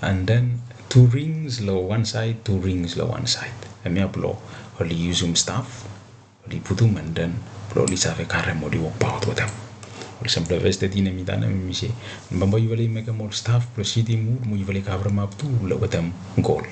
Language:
Bislama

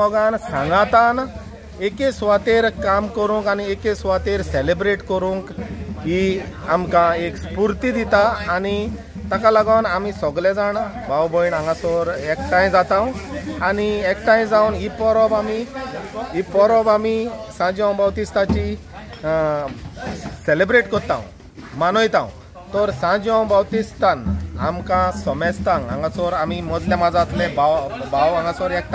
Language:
Konkani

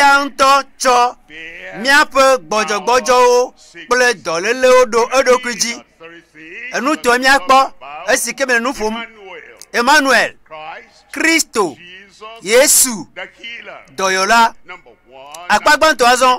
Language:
Ewe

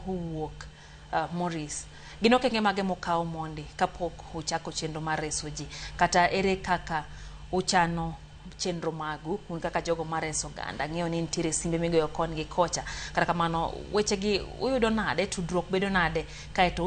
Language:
Luo (Kenya and Tanzania)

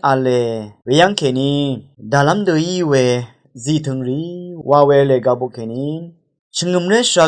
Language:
Rawang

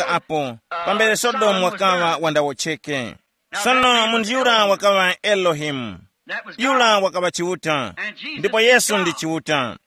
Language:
Tumbuka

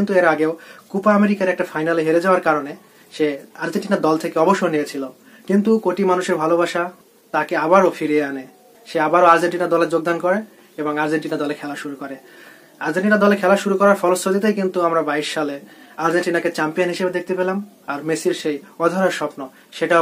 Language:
Bangla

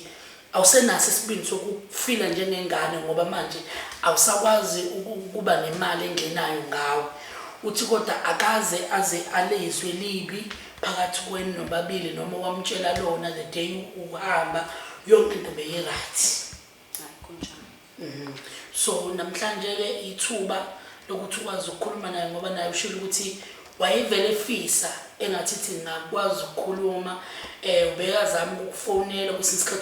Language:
Zulu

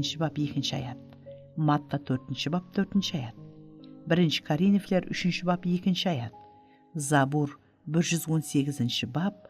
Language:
Kara-Kalpak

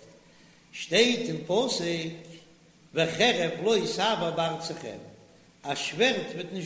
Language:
Yiddish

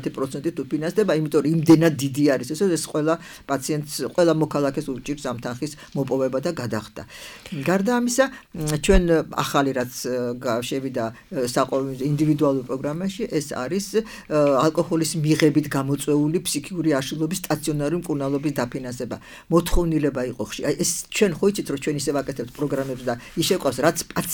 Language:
Georgian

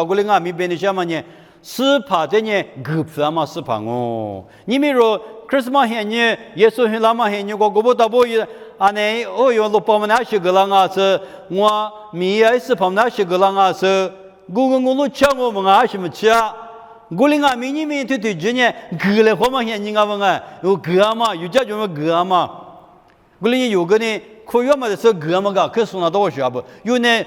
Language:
Lisu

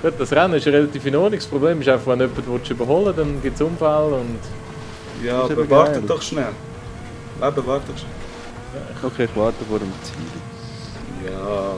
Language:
Swiss German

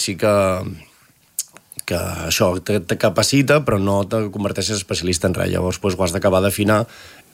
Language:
Catalan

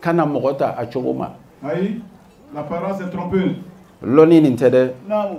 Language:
Bambara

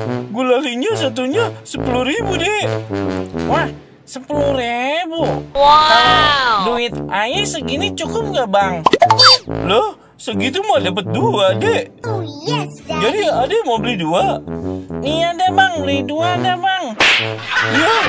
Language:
Betawi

